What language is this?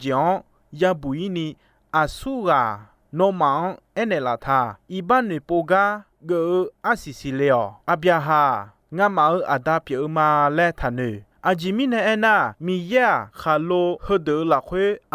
Akha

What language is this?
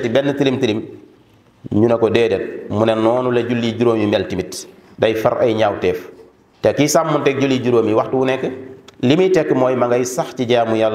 Wolof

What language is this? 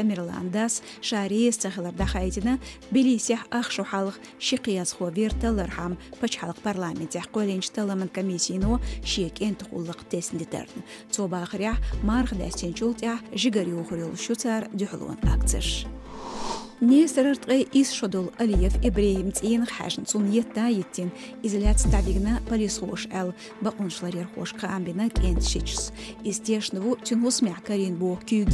Chechen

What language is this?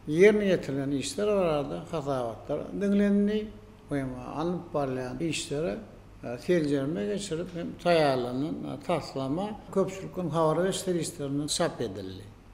Turkmen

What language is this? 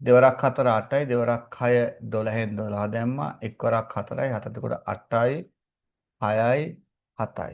Sinhala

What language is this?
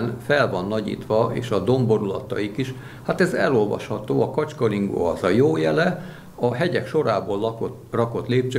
Hungarian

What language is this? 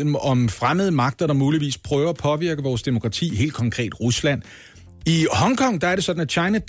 Danish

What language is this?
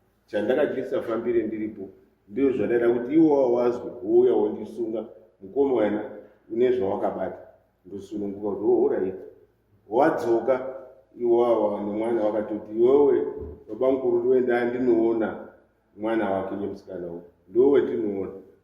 Shona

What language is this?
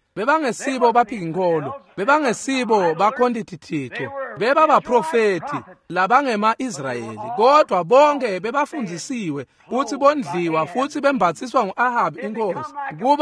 Swati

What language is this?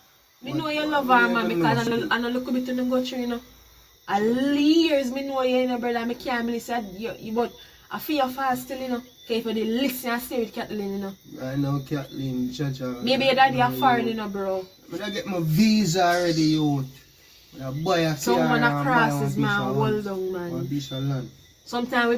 Jamaican Creole English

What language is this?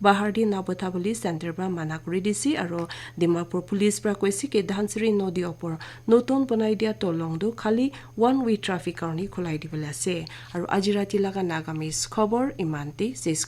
Naga Pidgin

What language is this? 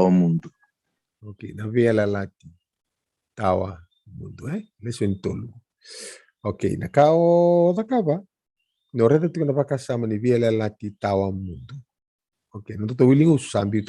Fijian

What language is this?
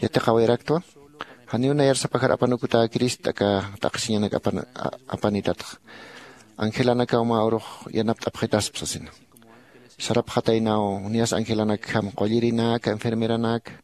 Aymara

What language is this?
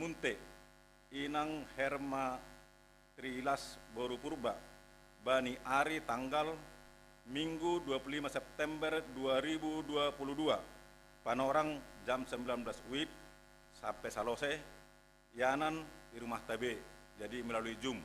Batak Simalungun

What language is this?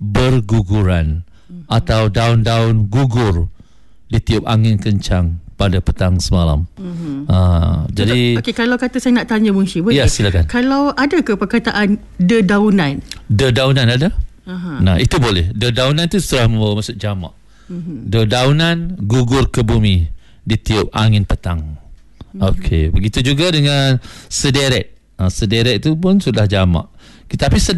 Malay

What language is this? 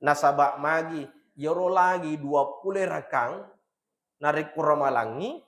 Buginese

